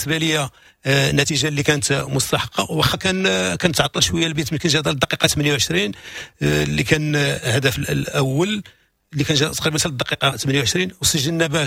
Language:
Moroccan Arabic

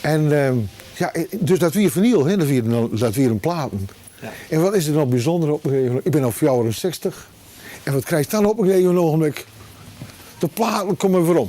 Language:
Western Frisian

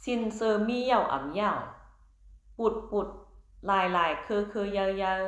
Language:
Shan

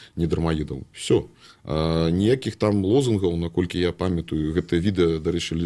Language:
Belarusian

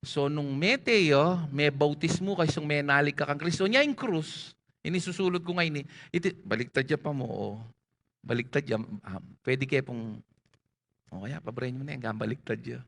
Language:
Pampanga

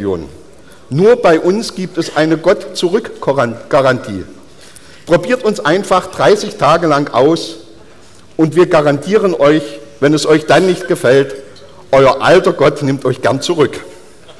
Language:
German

